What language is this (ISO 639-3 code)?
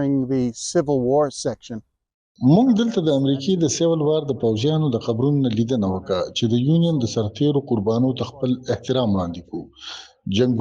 pus